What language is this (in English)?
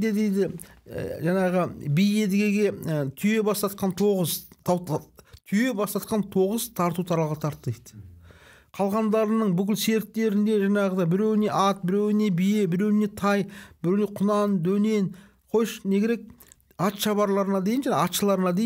Kazakh